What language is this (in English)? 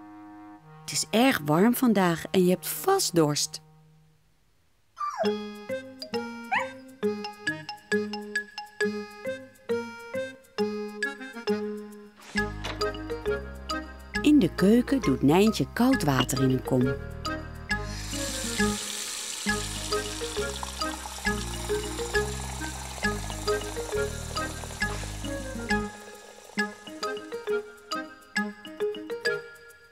Dutch